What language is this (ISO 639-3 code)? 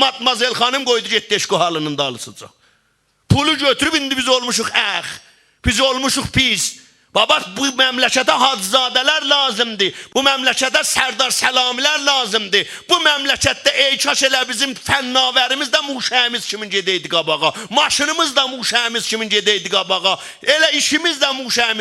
azb